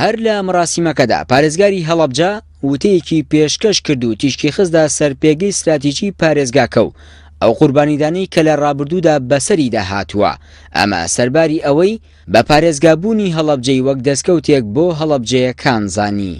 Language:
Central Kurdish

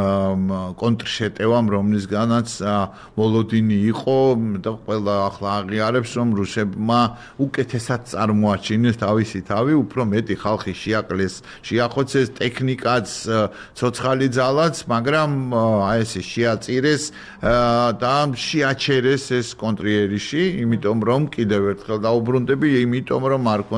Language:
Georgian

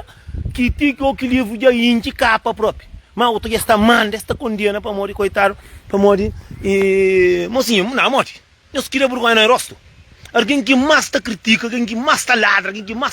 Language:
Kabuverdianu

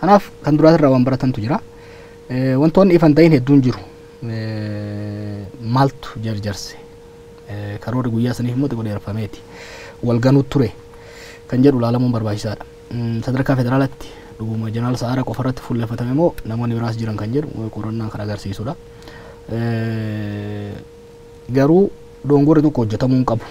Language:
Oromo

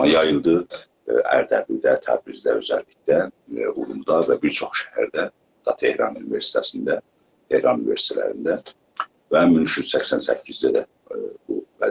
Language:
South Azerbaijani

